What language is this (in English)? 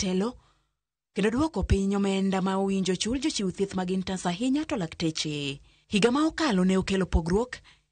Luo (Kenya and Tanzania)